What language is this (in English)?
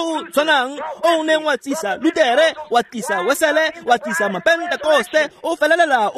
Tswana